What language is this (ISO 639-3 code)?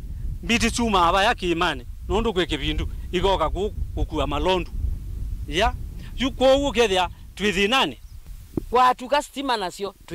kam